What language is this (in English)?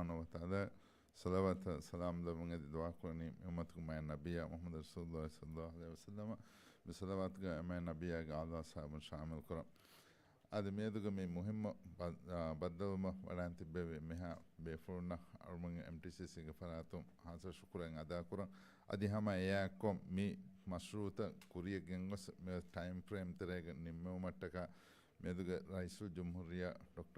Divehi